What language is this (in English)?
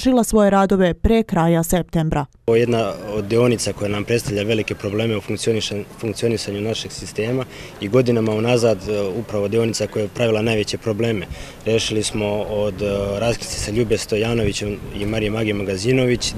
Serbian